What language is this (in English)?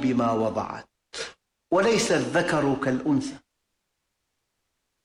Arabic